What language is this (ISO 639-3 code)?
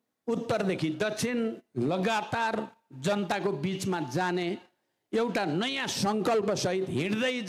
nep